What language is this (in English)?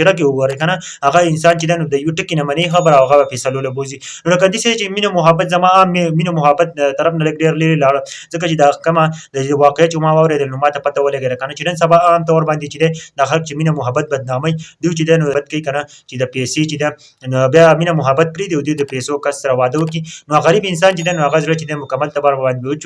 Pashto